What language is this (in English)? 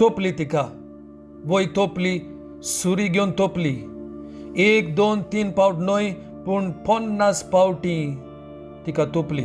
Konkani